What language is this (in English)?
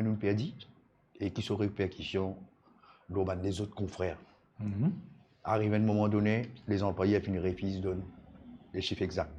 Morisyen